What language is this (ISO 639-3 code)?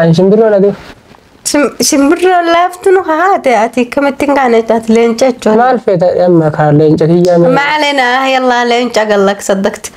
orm